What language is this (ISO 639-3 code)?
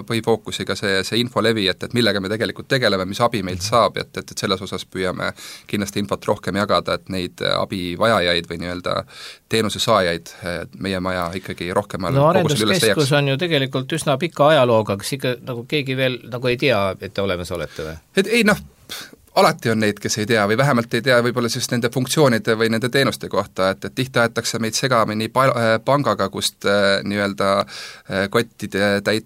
est